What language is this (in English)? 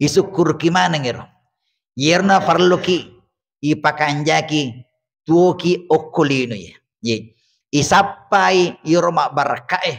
Buginese